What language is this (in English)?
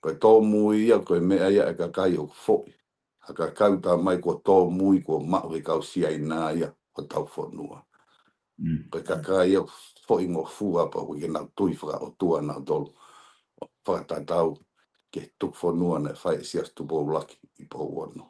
Tongan